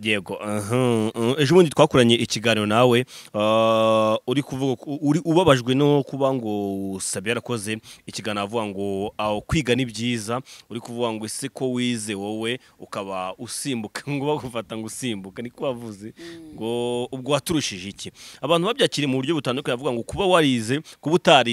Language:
Kinyarwanda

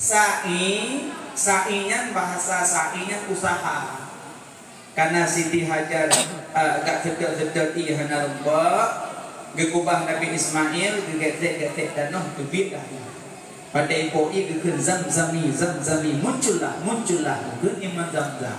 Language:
Achinese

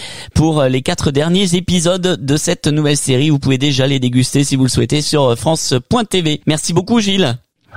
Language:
French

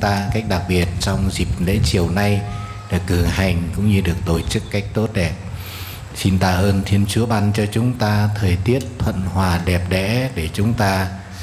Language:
Vietnamese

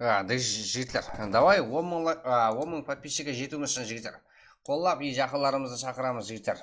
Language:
Kara-Kalpak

